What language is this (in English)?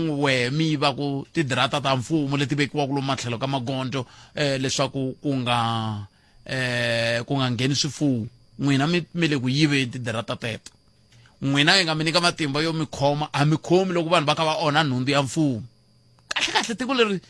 Tsonga